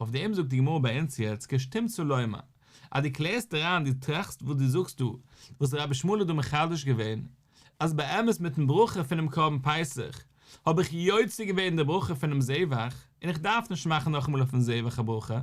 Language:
Yiddish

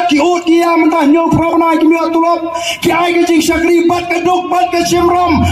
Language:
Khasi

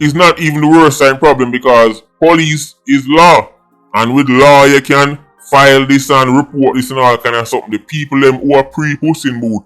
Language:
Jamaican Creole English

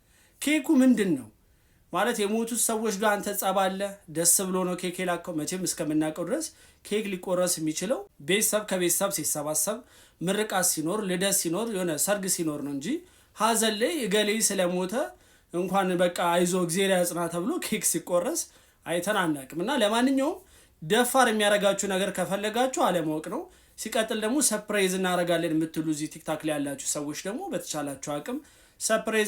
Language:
Amharic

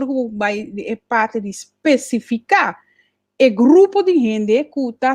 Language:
Papiamento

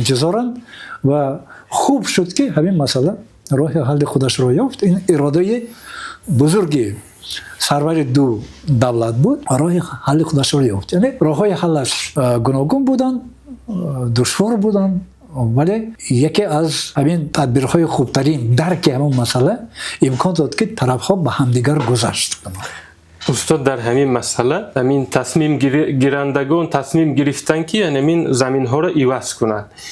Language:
Tajik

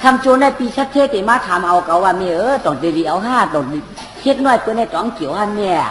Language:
Shan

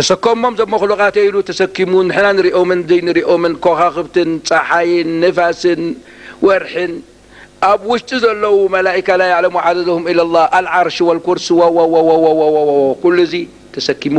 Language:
Tigrinya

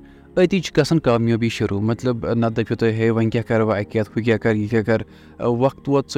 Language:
Kashmiri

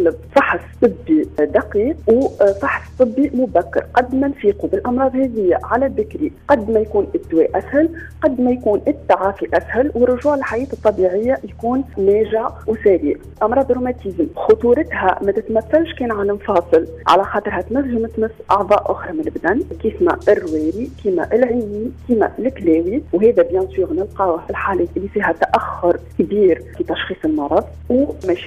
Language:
Tunisian Arabic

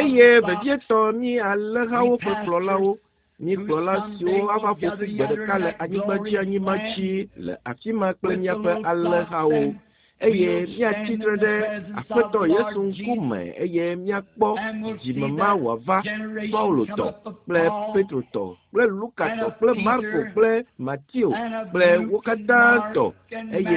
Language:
Ewe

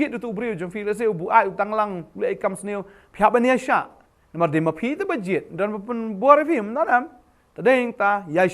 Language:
Khasi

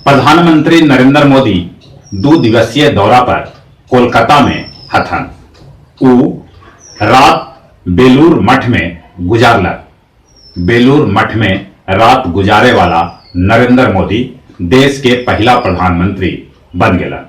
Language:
Magahi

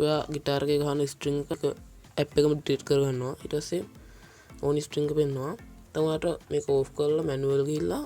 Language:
Sinhala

